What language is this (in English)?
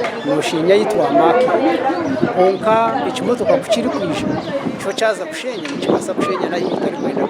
Nyankole